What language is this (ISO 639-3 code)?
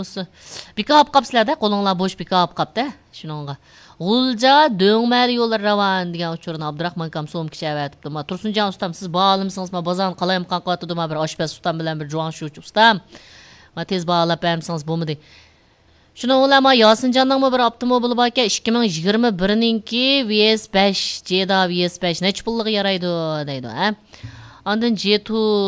uig